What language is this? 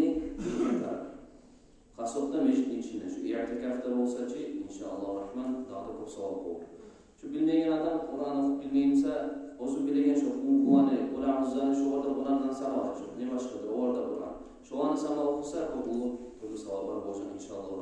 Kumyk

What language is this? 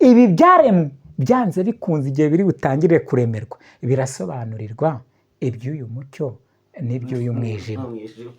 Kinyarwanda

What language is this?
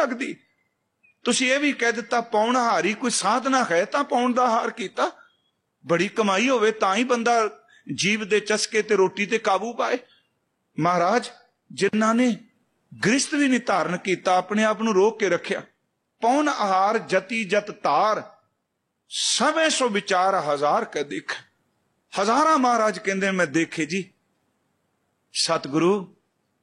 Punjabi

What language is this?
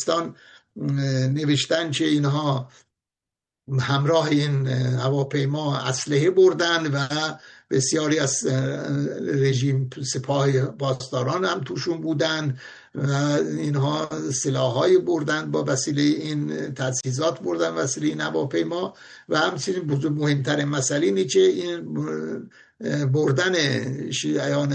Persian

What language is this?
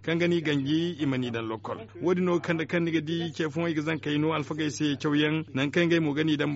Zarma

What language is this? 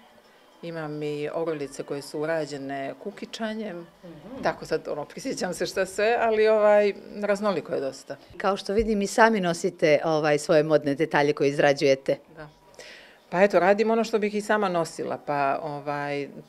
Serbian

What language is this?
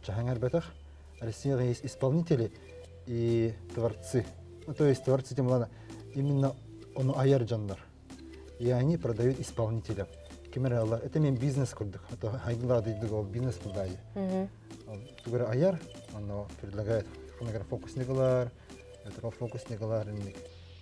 Yakut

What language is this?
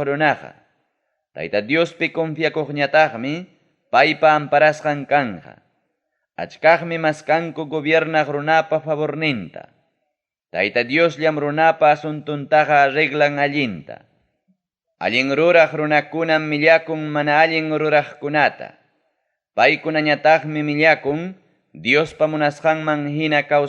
Ayacucho Quechua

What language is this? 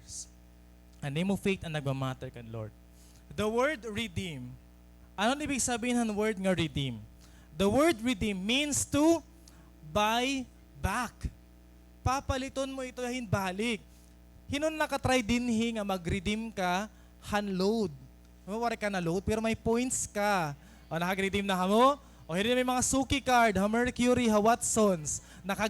Waray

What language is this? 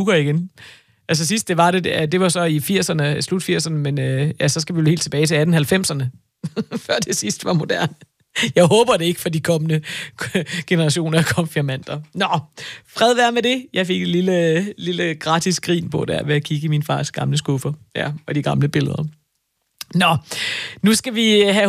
Danish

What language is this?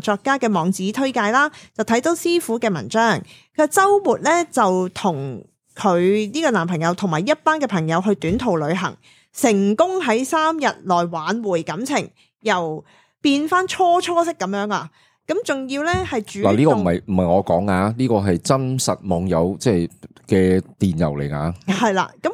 Cantonese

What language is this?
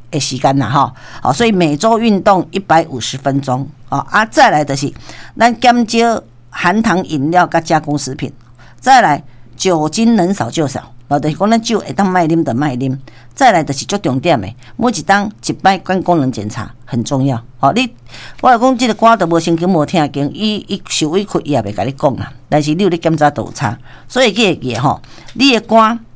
Min Nan Chinese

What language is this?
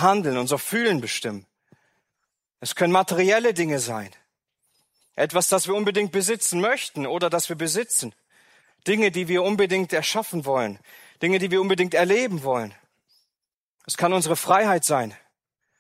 German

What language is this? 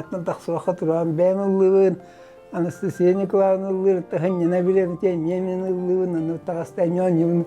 Yakut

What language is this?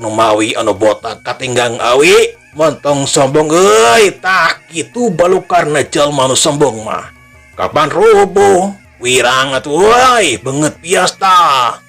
Sundanese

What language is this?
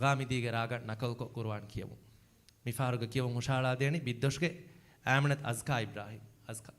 Divehi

